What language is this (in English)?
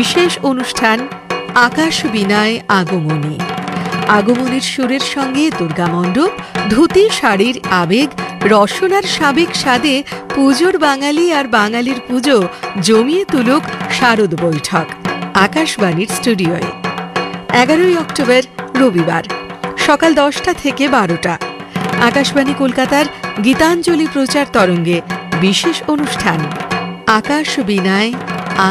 Bangla